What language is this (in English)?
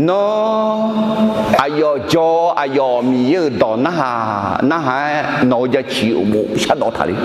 Akha